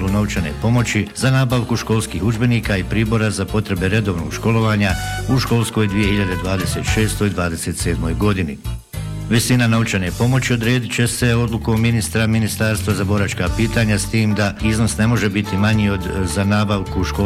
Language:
Bosnian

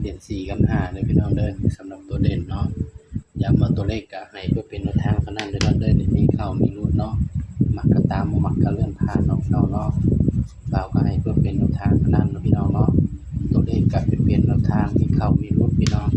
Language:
Northeastern Thai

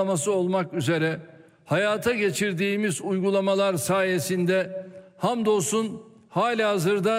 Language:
Turkish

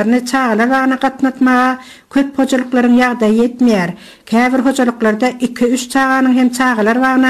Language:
Turkmen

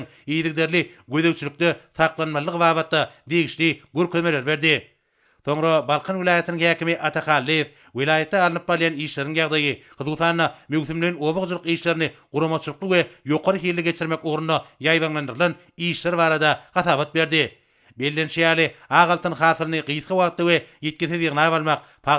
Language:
Turkmen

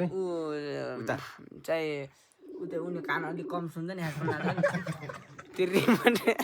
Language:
Nepali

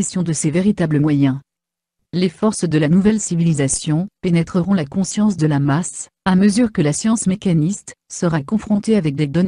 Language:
French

